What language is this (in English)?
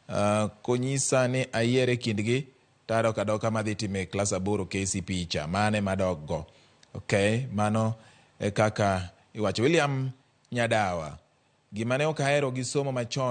Luo (Kenya and Tanzania)